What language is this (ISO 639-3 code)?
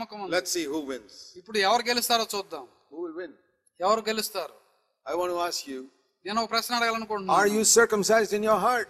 tel